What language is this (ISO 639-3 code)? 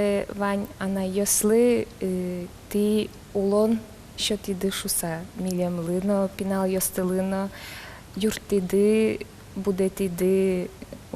udm